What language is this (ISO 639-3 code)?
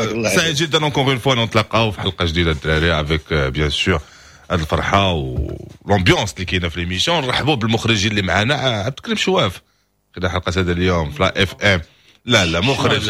ary